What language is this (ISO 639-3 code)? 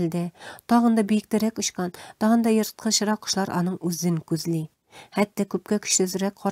tat